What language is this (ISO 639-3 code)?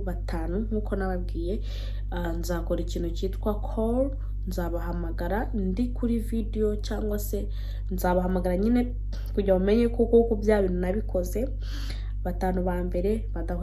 kin